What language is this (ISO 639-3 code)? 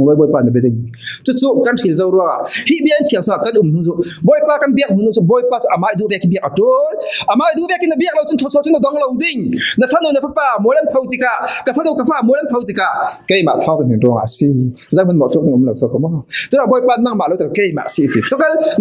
cfm